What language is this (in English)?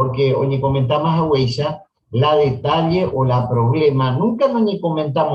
Guarani